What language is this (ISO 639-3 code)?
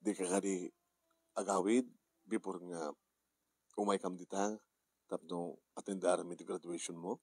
ilo